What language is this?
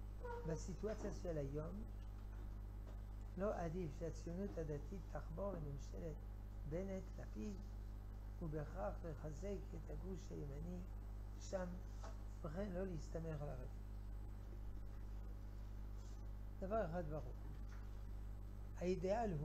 Hebrew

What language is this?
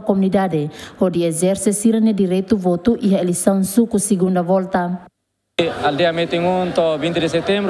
Tetum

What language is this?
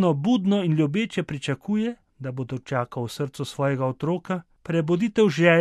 Slovenian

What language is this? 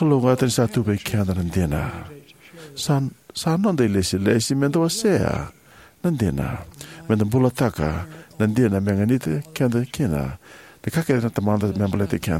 Fijian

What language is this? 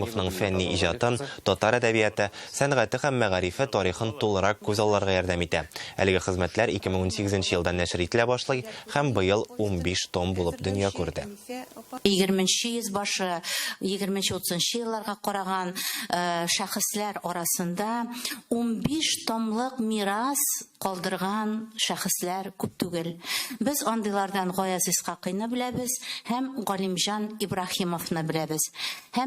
Tatar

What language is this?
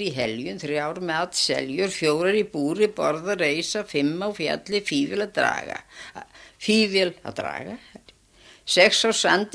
Icelandic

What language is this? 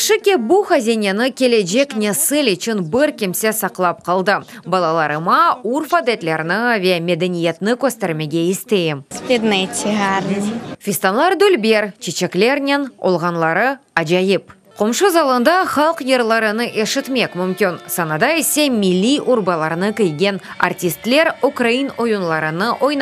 Crimean Tatar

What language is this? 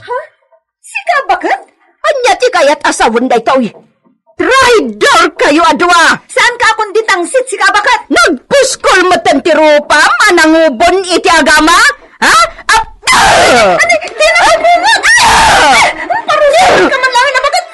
Iloko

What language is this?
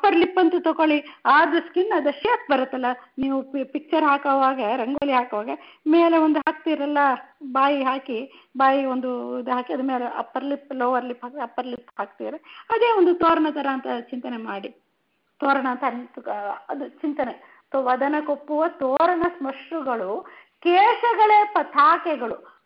Kannada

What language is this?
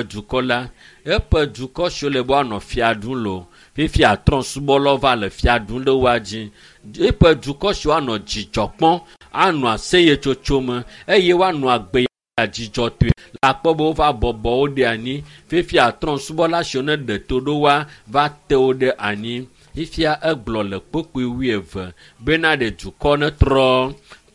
Ewe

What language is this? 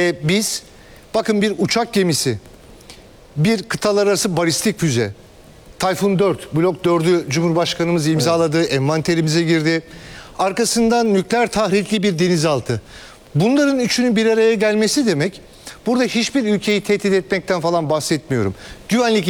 Turkish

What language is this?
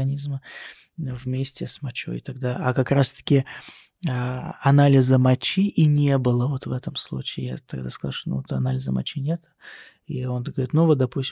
Russian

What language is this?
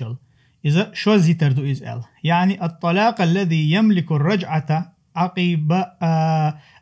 Chechen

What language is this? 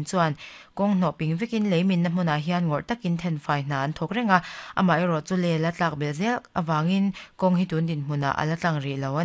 Mizo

